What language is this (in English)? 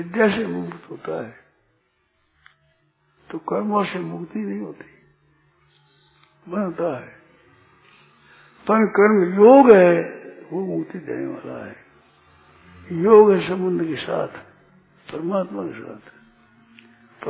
Hindi